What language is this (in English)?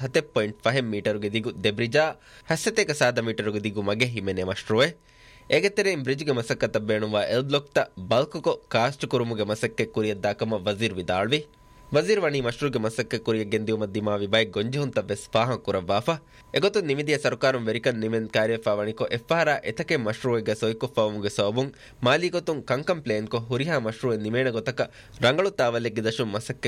Divehi